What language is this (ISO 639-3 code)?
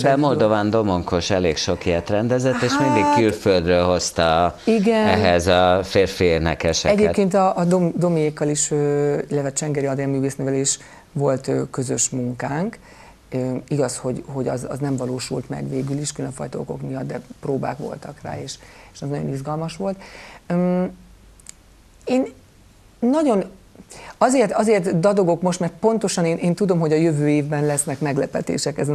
hun